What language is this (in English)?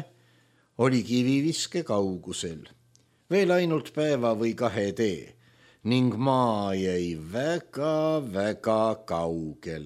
Estonian